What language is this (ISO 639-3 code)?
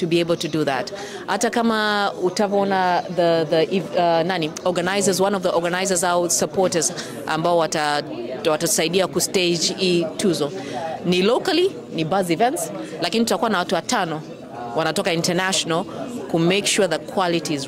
swa